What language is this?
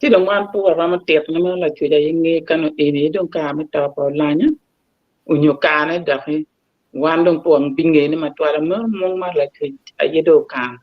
Acoli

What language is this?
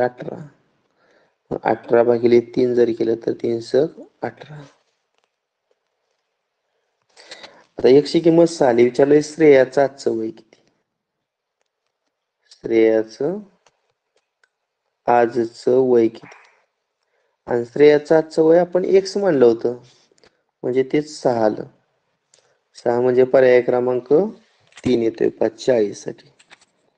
Marathi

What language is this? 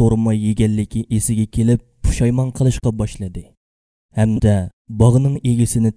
Uyghur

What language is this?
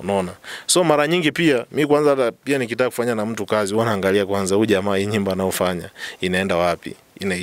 Swahili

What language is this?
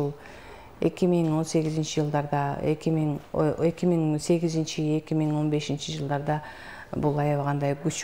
Kyrgyz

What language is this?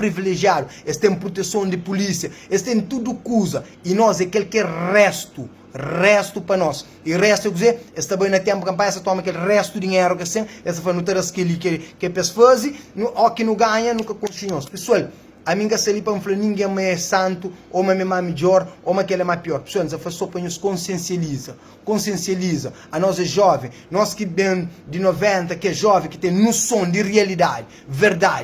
Kabuverdianu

